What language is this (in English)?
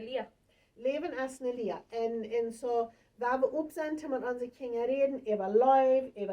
Plautdietsch